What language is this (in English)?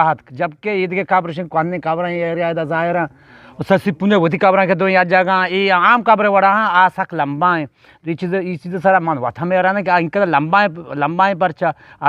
Eastern Balochi